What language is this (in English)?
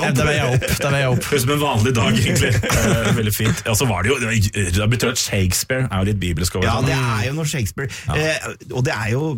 Norwegian